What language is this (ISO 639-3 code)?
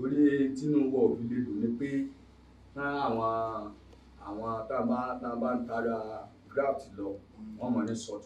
yor